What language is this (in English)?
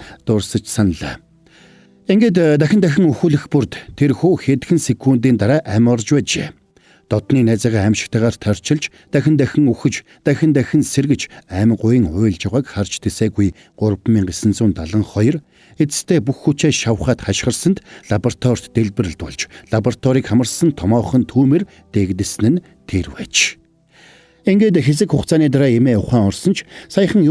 Mongolian